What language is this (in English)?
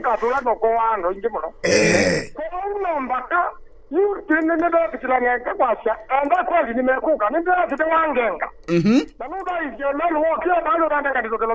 Kamba